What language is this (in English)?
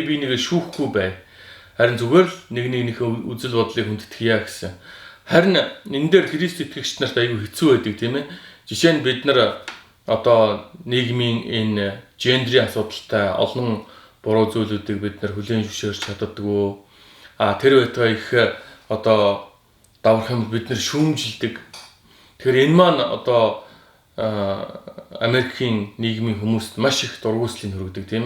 Mongolian